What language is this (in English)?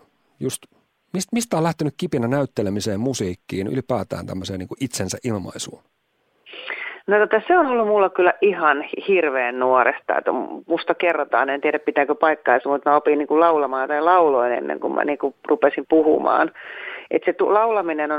Finnish